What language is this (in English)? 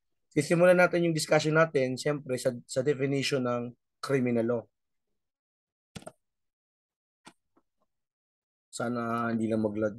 Filipino